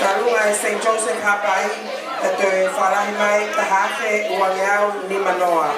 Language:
Tongan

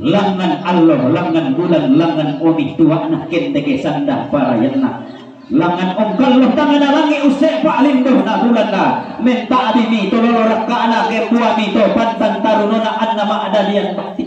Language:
Toraja-Sa'dan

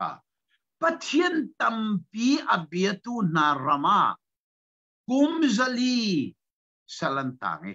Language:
Hakha Chin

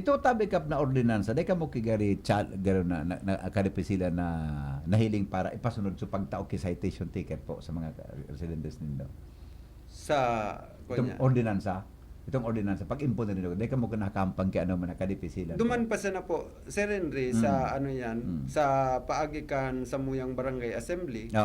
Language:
Bikol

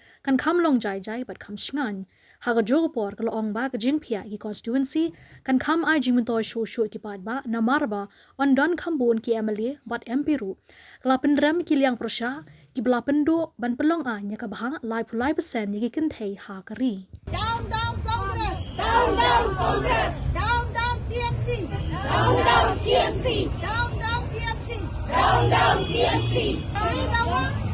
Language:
Khasi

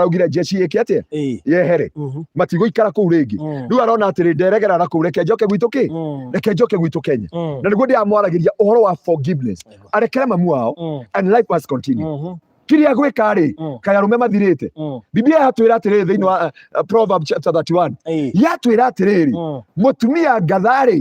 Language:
Kikuyu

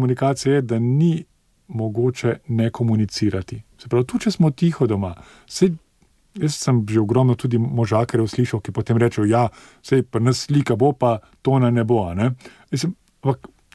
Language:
Slovenian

